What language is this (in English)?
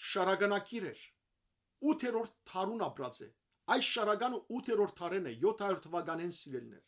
Western Armenian